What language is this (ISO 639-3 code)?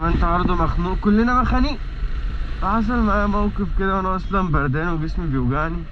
arz